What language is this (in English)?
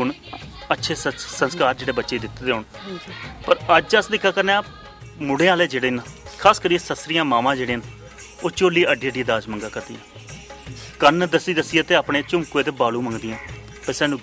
Dogri